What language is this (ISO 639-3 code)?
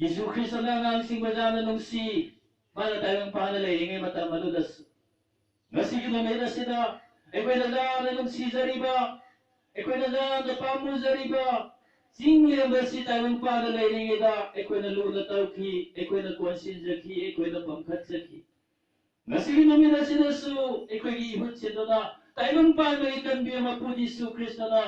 mni